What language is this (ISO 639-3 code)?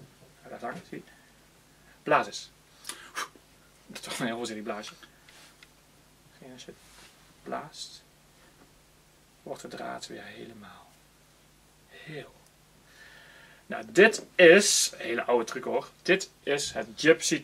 nld